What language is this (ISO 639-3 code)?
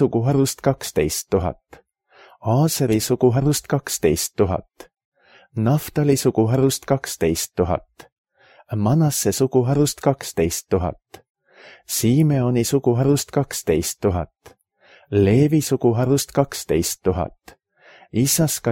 est